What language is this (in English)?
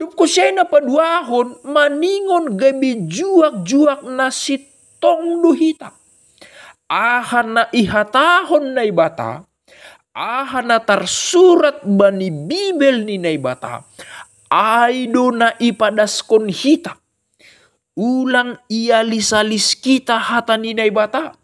Batak Simalungun